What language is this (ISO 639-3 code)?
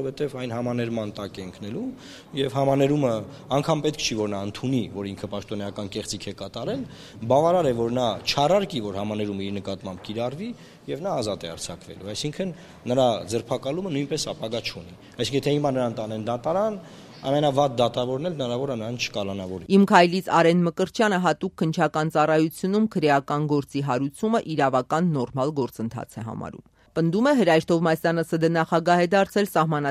hye